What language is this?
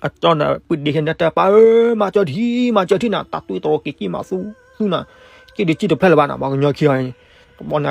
S'gaw Karen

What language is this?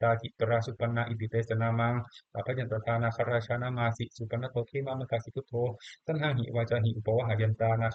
Pali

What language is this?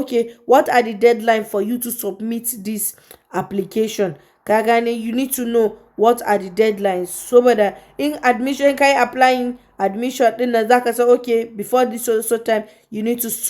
Hausa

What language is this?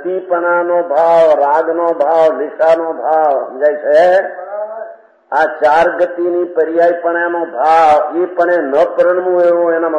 Gujarati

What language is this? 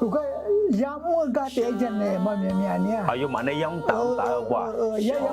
Akha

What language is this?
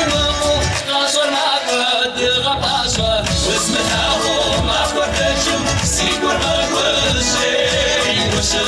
Kabardian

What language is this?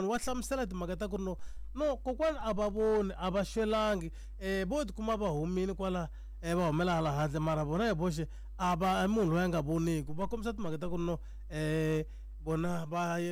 Tsonga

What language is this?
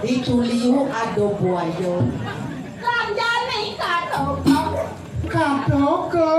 Balinese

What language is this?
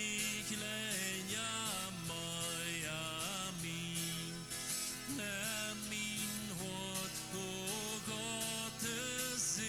Plautdietsch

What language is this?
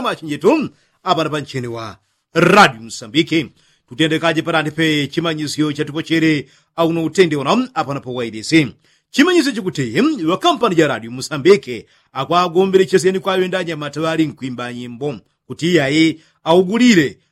Yao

